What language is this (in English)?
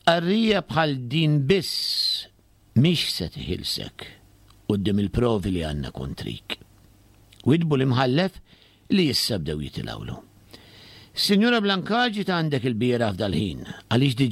Maltese